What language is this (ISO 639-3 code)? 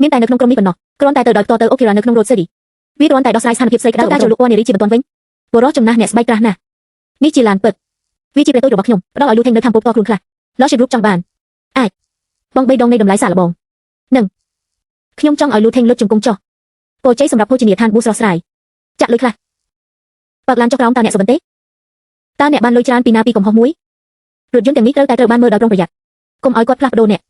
khm